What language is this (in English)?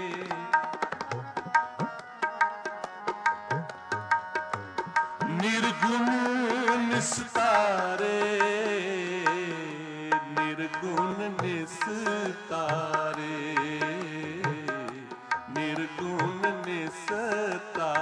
Punjabi